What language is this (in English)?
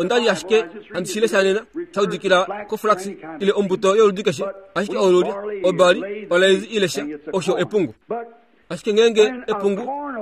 Kuanyama